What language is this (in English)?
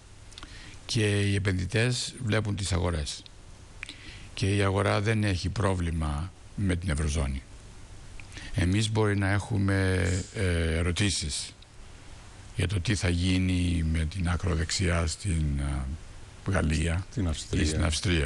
Greek